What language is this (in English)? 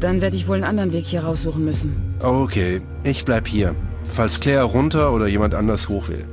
Bavarian